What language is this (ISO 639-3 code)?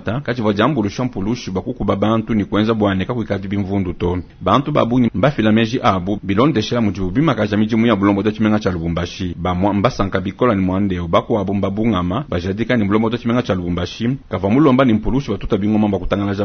lua